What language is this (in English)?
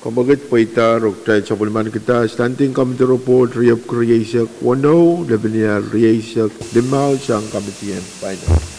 Pohnpeian